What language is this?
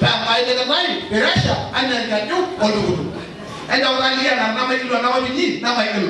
Masai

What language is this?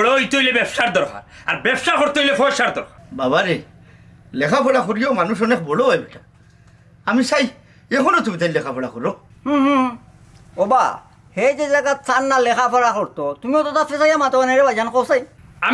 Sylheti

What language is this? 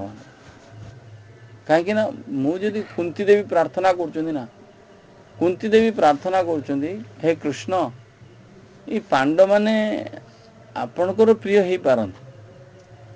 Odia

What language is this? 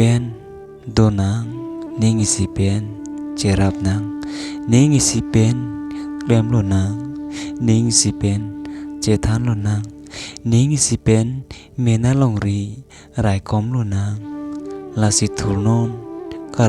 Karbi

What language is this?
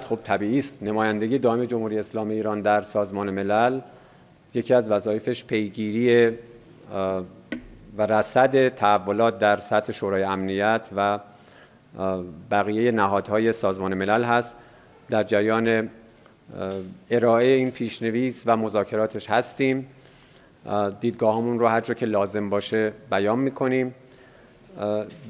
Persian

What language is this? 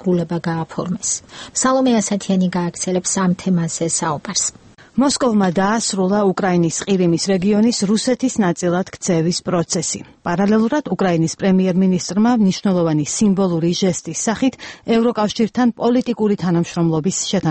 Georgian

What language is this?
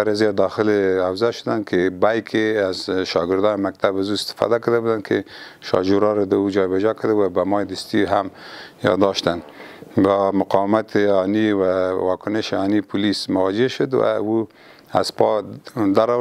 Pashto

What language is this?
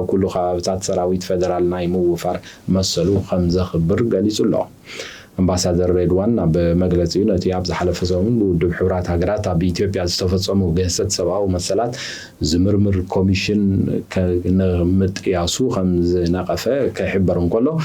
Tigrinya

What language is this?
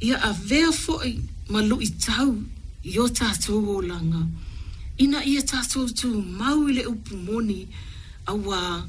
Samoan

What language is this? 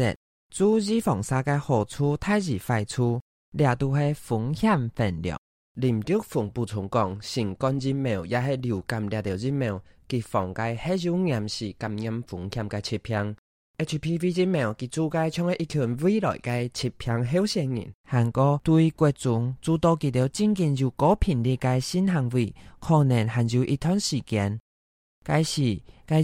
Hakka Chinese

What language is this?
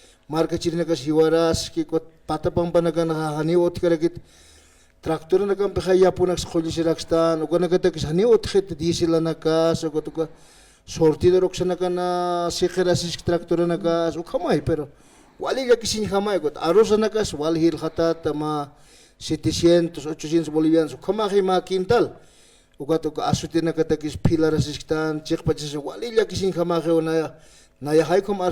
Aymara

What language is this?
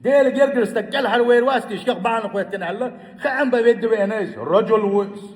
Chechen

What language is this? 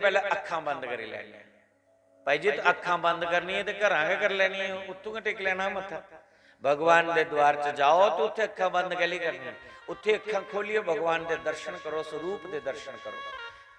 Dogri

